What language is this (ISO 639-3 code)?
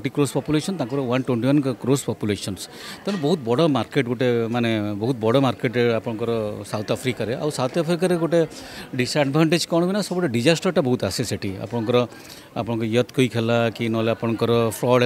ori